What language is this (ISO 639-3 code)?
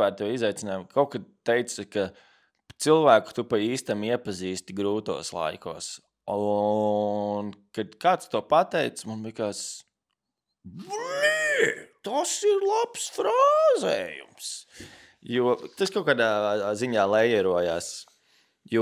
lav